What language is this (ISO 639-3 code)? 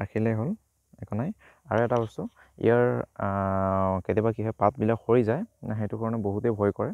asm